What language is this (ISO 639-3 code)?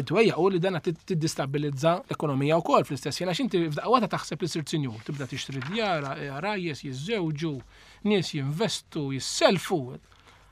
mlt